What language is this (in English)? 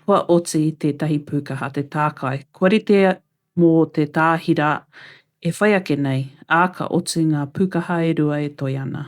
Māori